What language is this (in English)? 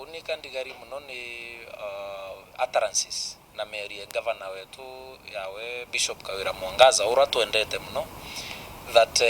Meru